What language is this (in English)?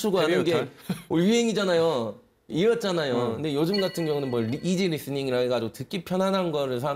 Korean